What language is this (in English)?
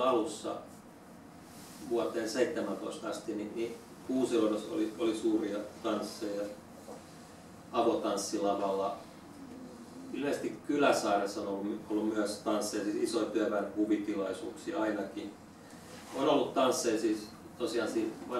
Finnish